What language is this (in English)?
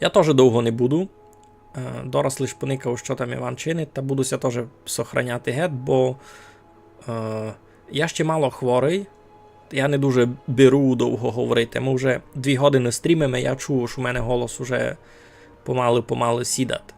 Rusyn